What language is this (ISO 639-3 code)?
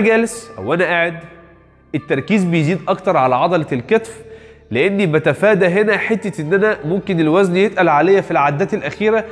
arz